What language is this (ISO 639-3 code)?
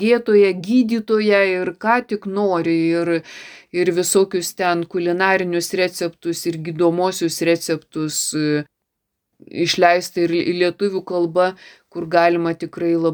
lit